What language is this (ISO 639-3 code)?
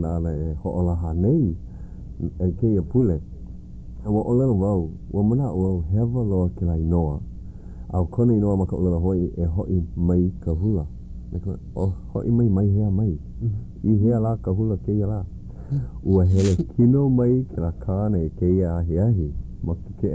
haw